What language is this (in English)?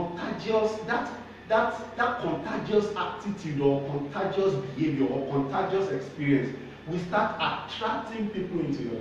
English